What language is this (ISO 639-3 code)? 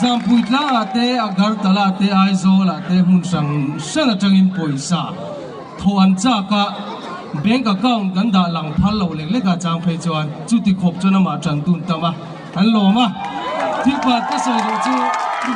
lus